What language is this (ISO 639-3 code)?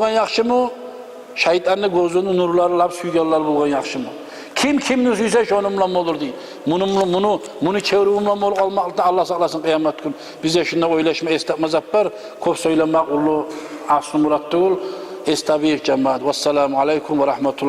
kum